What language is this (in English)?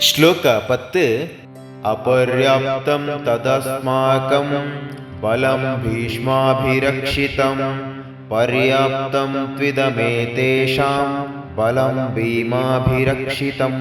Tulu